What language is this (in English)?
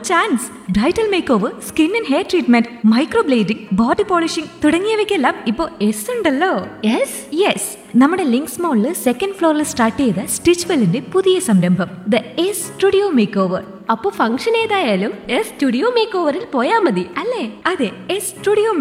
Malayalam